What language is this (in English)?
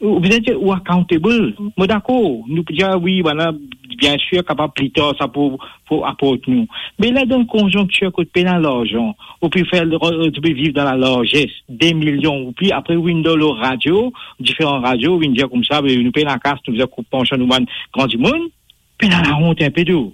Morisyen